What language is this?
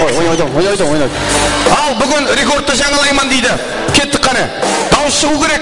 Kara-Kalpak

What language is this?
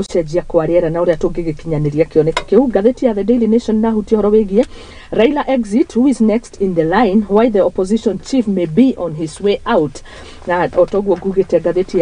Kikuyu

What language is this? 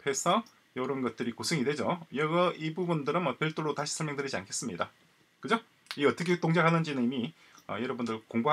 Korean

